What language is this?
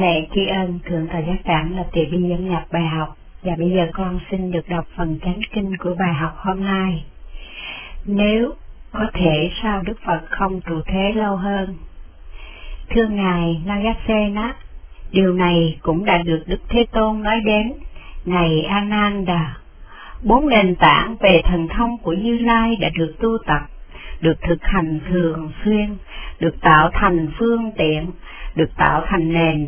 Vietnamese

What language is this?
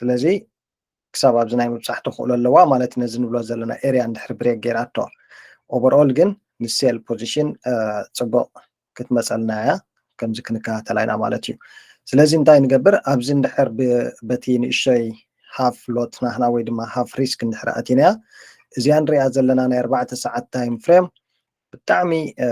Tigrinya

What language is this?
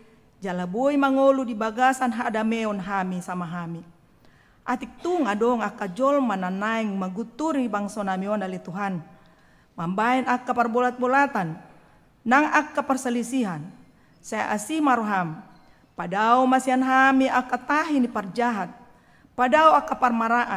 Batak Toba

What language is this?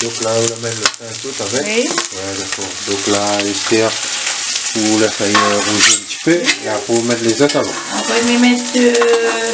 Réunion Creole French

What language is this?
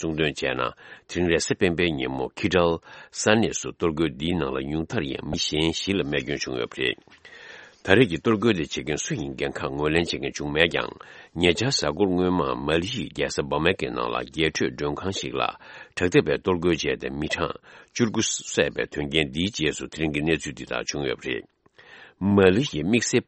Tibetan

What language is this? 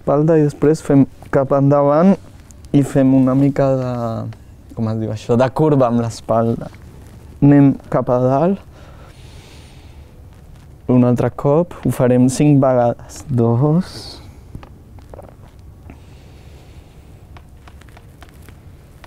Catalan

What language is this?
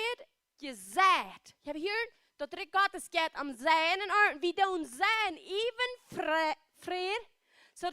Plautdietsch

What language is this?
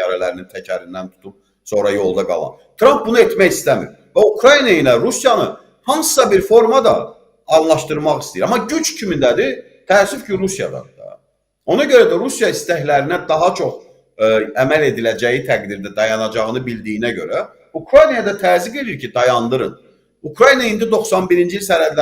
Azerbaijani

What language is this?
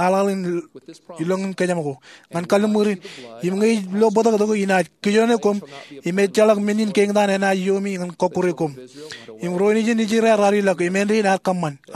Marshallese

